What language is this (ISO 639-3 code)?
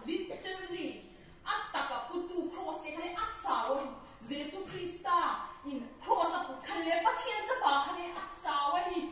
vap